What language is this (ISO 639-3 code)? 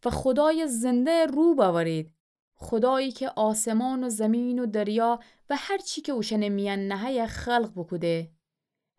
glk